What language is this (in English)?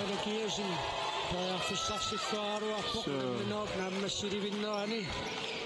Kalaallisut